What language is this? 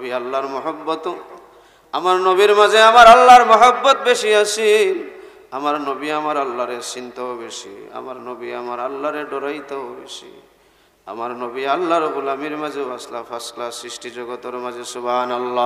Sylheti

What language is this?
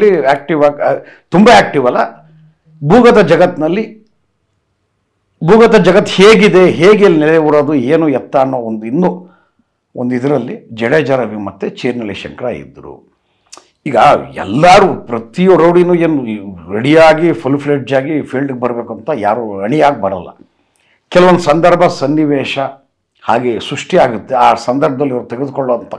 Kannada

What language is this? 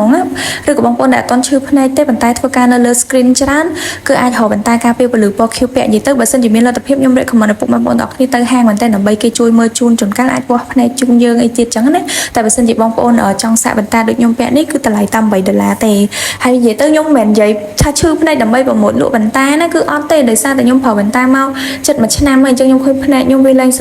Khmer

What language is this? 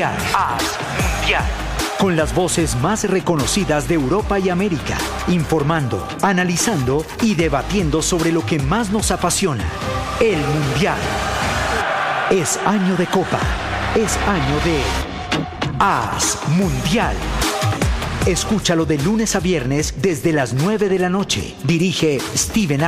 Spanish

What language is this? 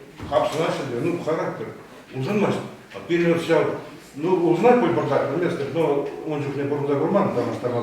Chuvash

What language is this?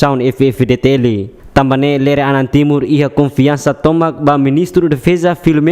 Tetum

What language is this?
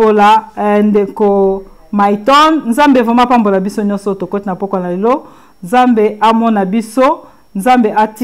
Lingala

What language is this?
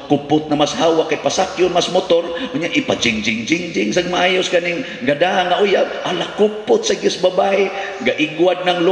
Cebuano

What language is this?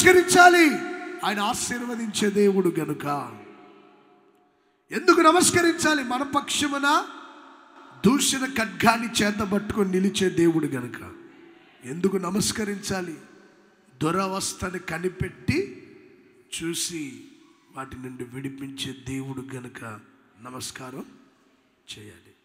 Telugu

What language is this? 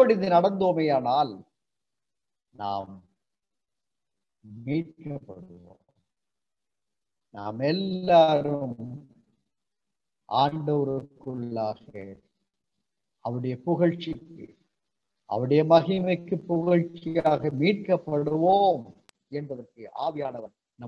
Tamil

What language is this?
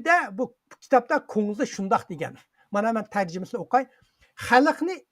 Uyghur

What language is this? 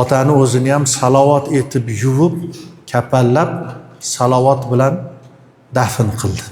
Uzbek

